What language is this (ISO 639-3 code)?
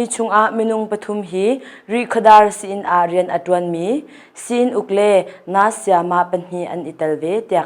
cnh